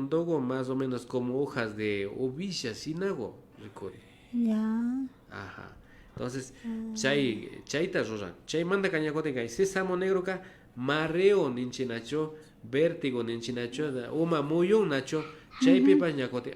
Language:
Imbabura Highland Quichua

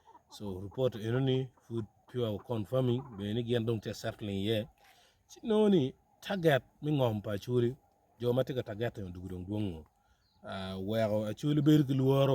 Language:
Acoli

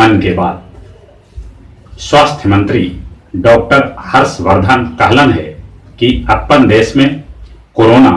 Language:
Magahi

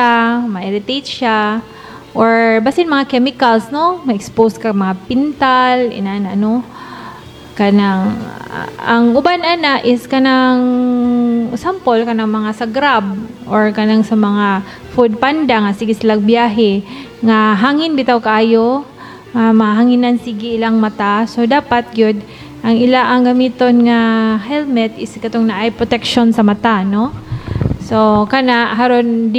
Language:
Cebuano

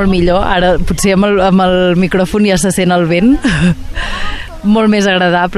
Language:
Catalan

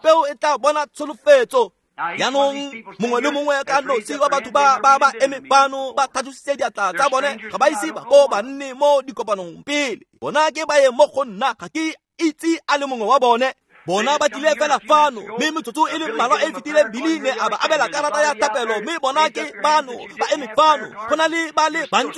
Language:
Tswana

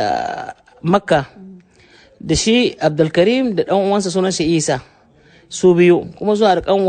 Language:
Hausa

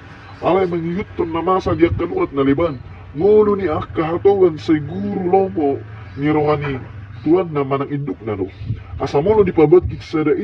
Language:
Batak Toba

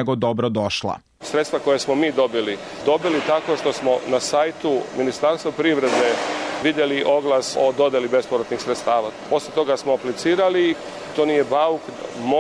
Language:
Serbian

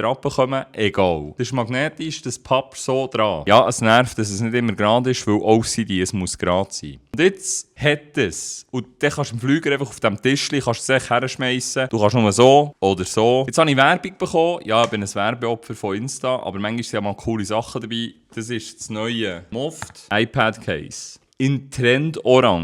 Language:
Swiss German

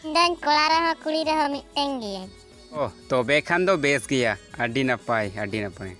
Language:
Santali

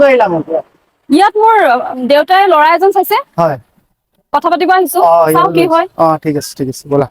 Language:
Assamese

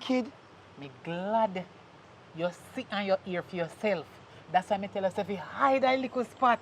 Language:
Jamaican Creole English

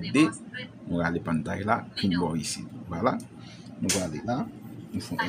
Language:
Haitian Creole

